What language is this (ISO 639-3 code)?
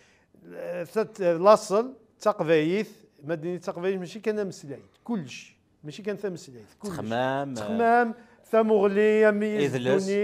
kab